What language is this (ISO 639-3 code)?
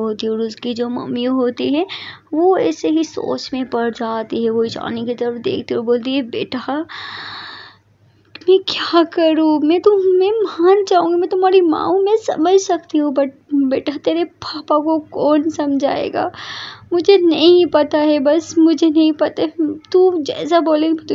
hin